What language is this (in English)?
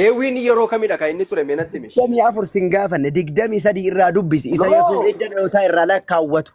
Oromo